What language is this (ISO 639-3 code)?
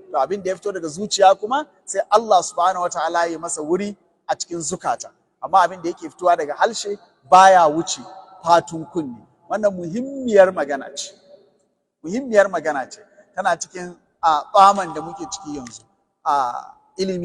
hau